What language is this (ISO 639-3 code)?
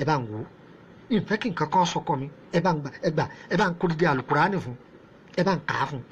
yor